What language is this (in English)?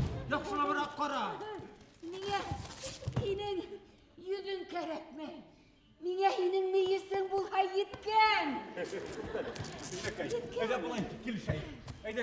Bashkir